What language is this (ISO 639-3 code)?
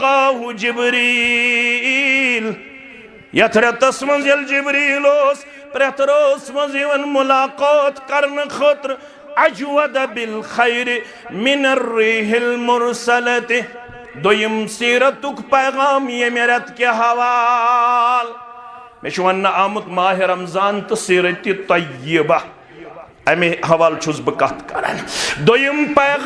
kas